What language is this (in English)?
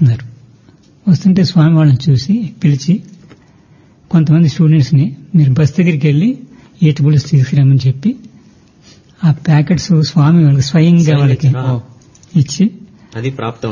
Telugu